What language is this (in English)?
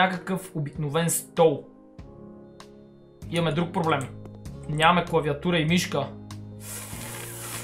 Bulgarian